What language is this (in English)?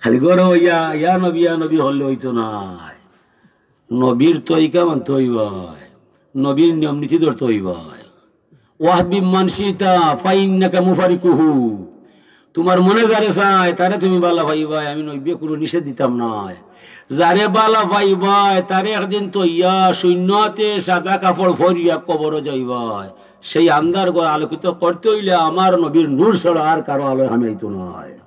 Sylheti